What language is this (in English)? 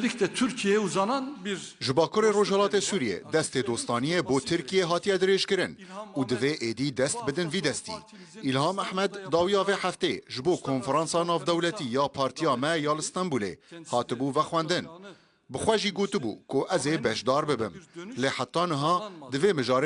Kurdish